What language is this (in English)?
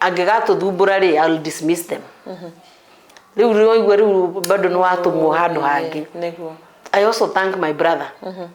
Kikuyu